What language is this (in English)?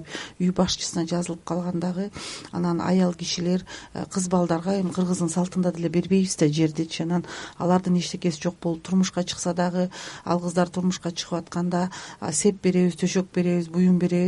Kyrgyz